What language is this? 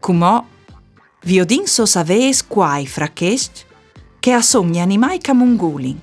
Friulian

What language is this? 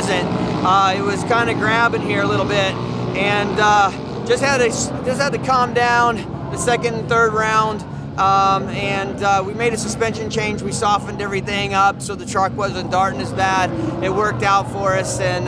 English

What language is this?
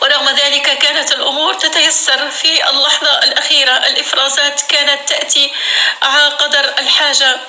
North Levantine Arabic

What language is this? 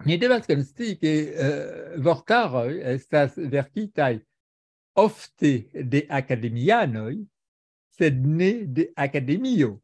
Esperanto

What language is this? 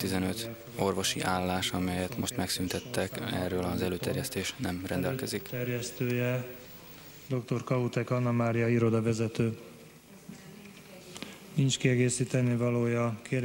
Hungarian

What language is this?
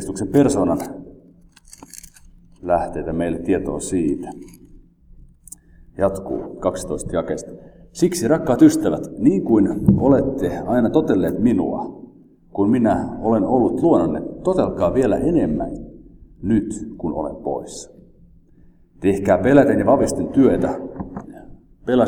Finnish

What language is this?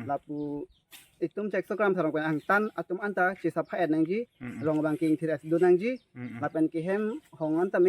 Karbi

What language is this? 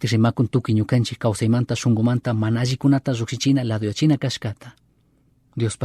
Chimborazo Highland Quichua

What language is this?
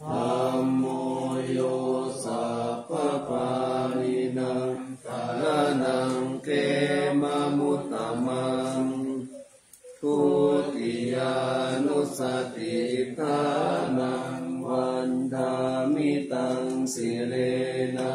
Pali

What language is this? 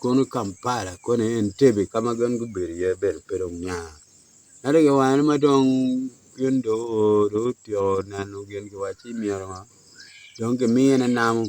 Acoli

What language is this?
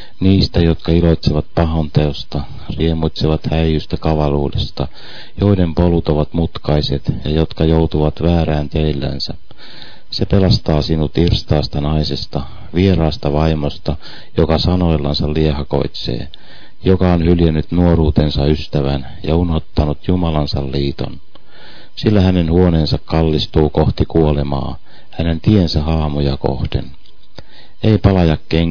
Finnish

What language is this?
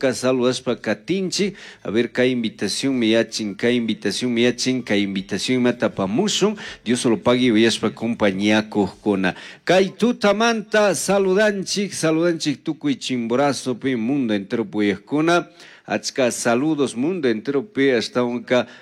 Chimborazo Highland Quichua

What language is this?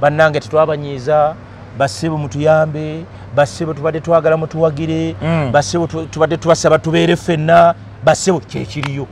Ganda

